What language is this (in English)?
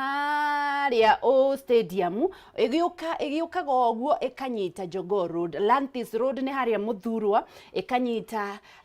Kikuyu